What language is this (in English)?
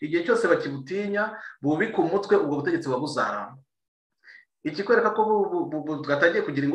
Kinyarwanda